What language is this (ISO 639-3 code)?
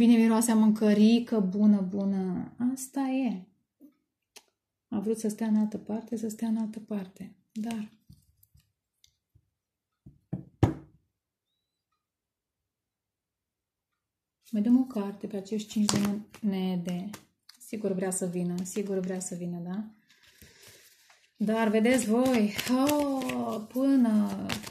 ron